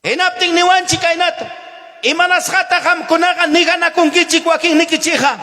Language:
Ayacucho Quechua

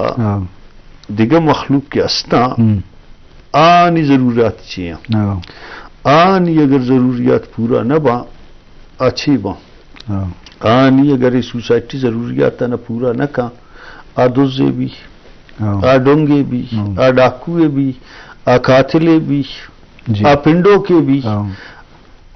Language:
Baluchi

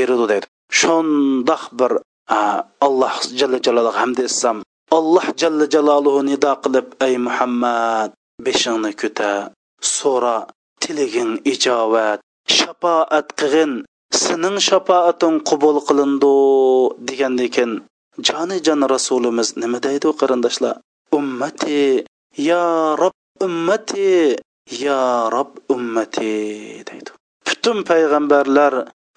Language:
Uyghur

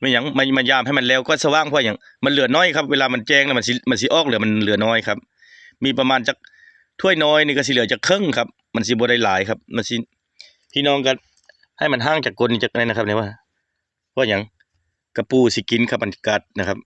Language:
Northeastern Thai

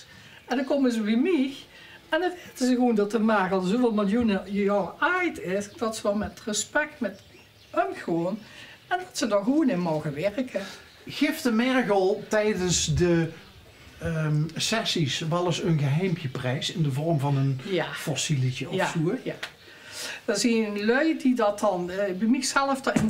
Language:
Limburgish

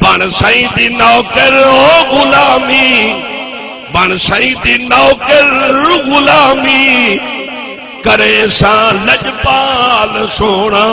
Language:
Saraiki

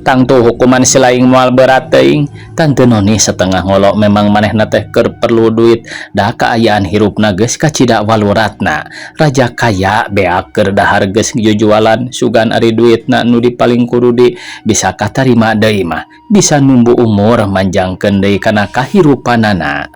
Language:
Sundanese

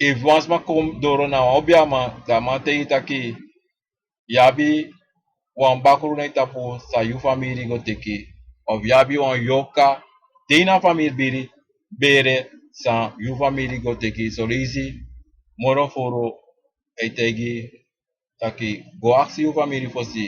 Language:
Sranan Tongo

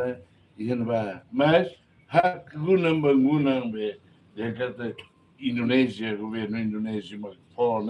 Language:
Tetum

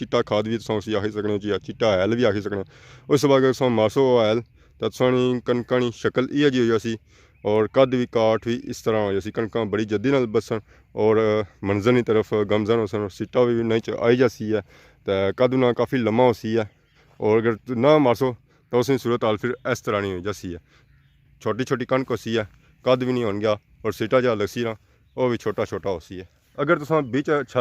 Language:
Pahari-Potwari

